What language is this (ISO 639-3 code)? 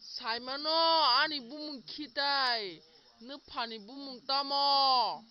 trp